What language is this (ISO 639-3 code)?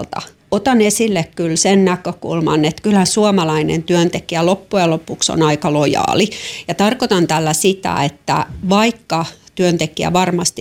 fin